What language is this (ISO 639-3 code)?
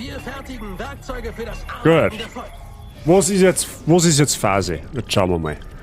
bar